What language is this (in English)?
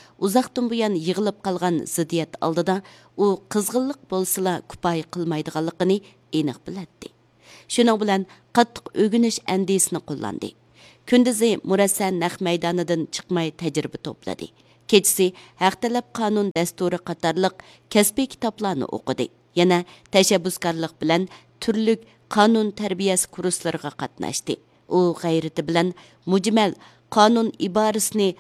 Uyghur